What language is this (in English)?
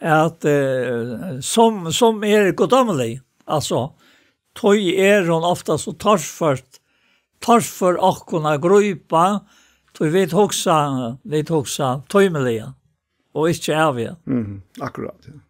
Faroese